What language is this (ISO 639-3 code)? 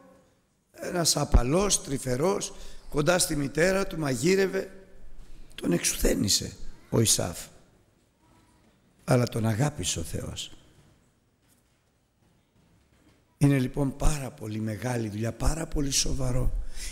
ell